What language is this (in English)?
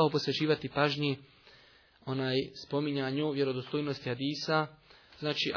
Bosnian